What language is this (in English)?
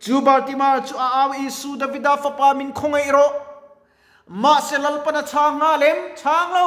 Mizo